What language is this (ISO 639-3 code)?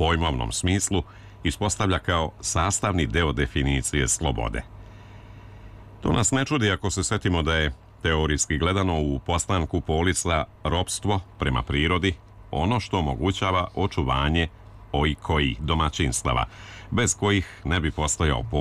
srp